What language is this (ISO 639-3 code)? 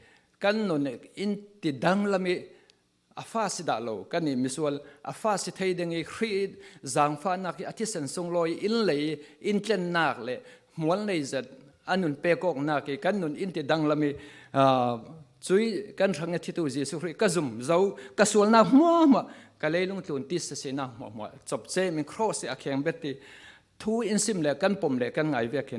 cfm